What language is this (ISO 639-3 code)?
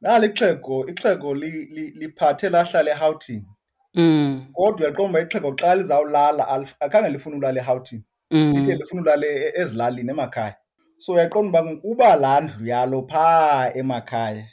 xho